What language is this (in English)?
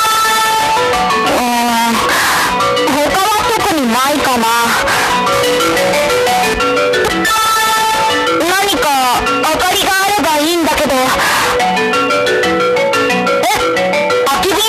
Japanese